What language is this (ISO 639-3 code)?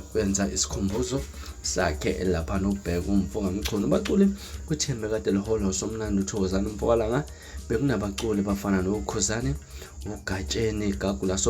zul